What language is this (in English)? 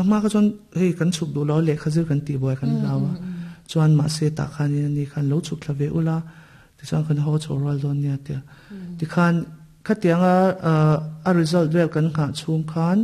Mizo